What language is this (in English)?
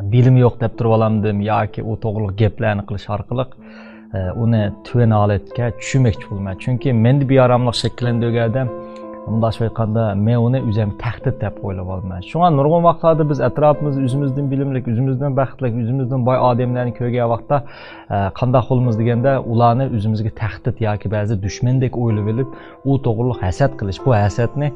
Uyghur